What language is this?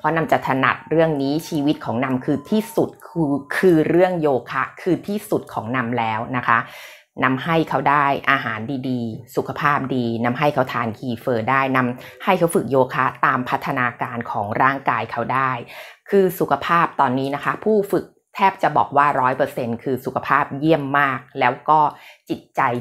Thai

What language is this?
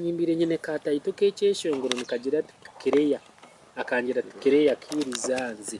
Nyankole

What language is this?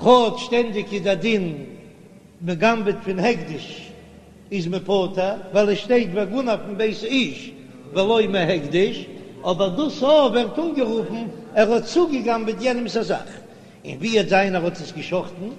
Yiddish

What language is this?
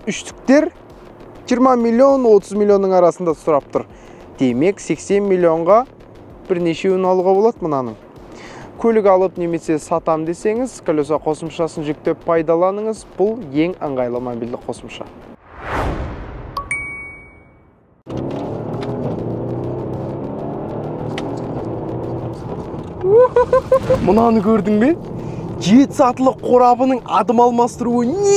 Kazakh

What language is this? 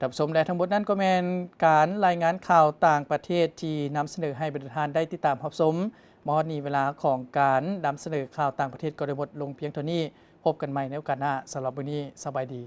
Lao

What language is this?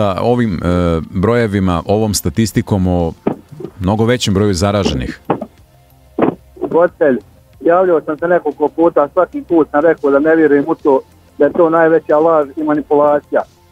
Croatian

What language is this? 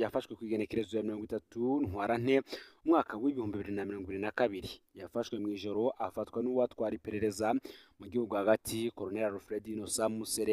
Rundi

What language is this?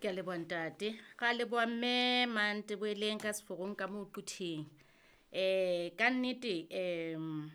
Southern Sotho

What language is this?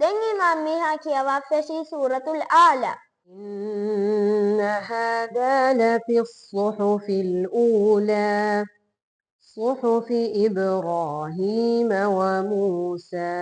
Divehi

